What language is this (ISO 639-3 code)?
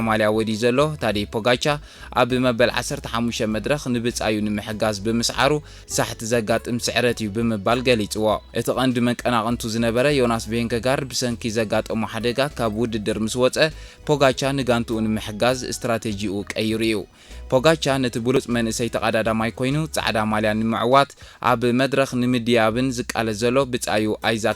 tir